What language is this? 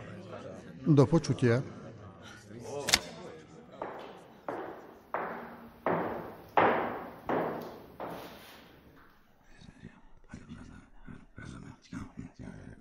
Slovak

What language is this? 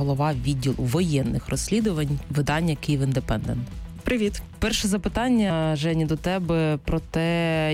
Ukrainian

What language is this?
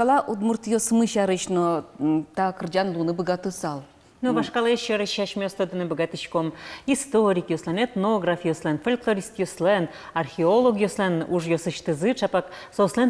Udmurt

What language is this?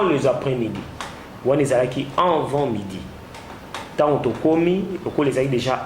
Lingala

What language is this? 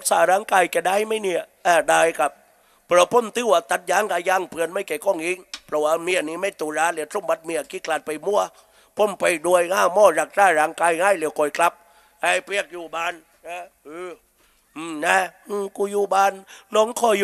Thai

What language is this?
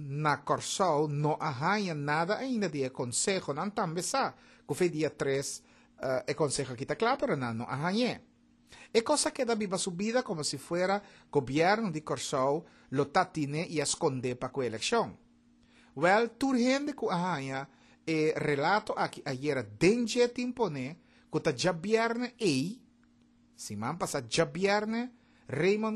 Papiamento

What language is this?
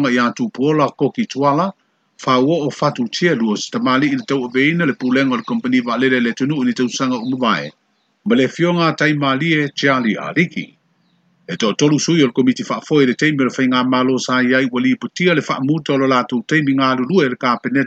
Samoan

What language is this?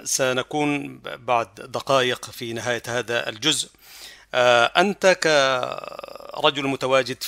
Arabic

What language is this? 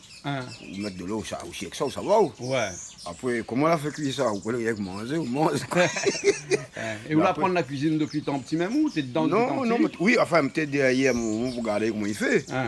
Réunion Creole French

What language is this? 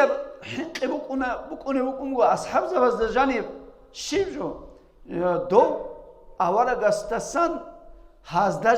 Avaric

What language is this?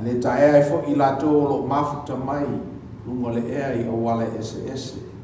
Samoan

